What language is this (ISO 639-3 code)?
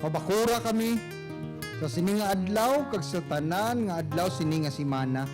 hil